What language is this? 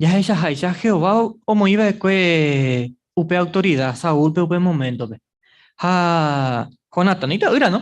Guarani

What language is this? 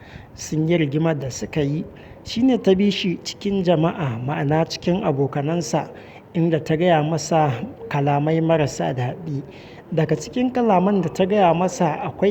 Hausa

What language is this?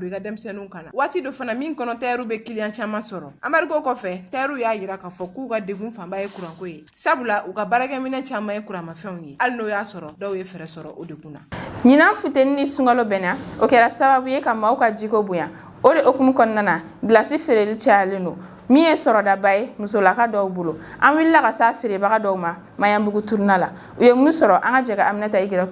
Bambara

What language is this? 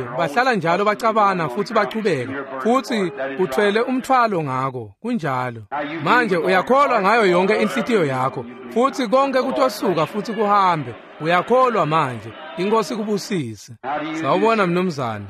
Swati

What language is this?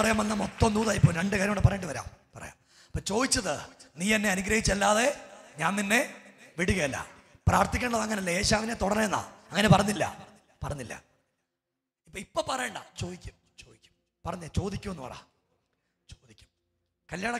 Malayalam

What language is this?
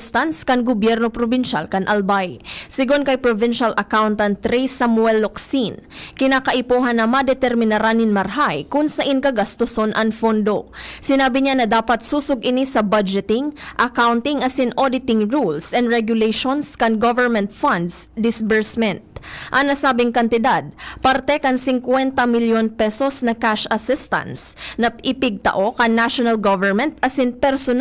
Bikol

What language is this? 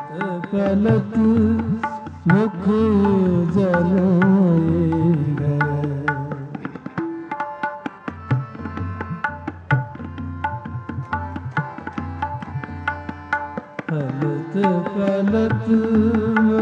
Punjabi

